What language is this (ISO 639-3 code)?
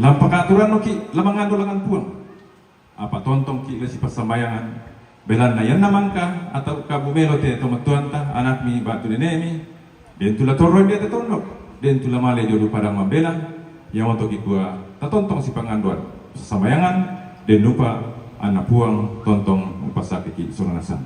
sda